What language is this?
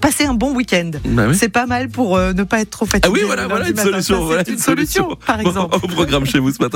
French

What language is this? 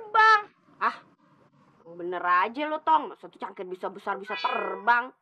Betawi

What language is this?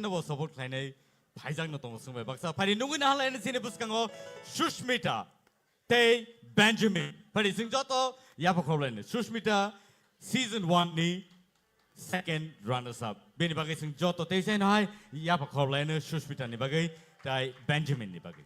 Kok Borok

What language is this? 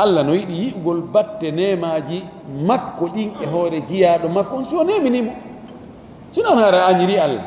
Fula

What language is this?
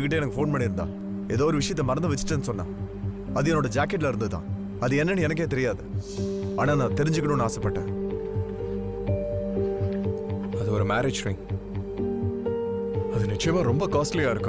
Tamil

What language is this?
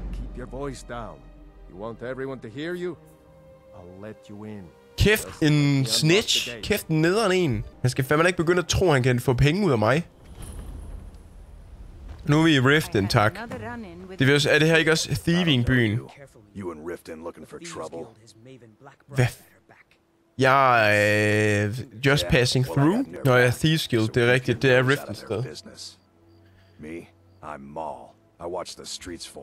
Danish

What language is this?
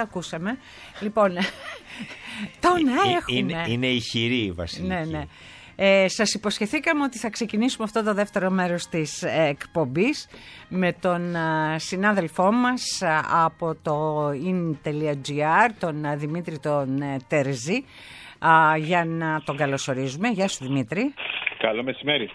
Greek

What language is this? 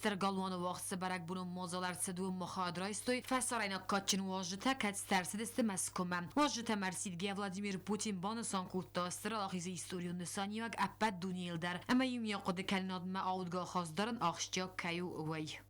Ossetic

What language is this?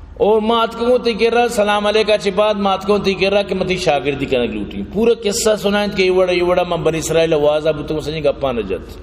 Baluchi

